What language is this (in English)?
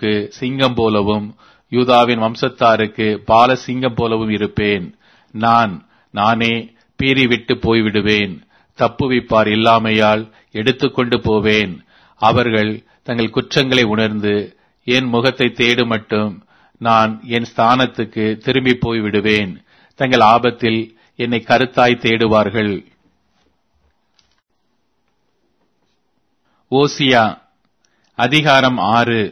Tamil